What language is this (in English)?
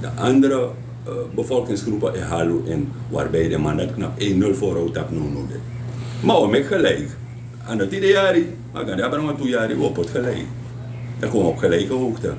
Sranan Tongo